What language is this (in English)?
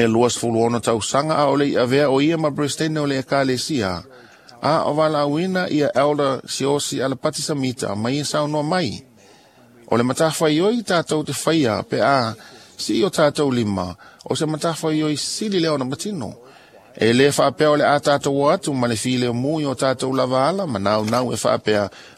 Samoan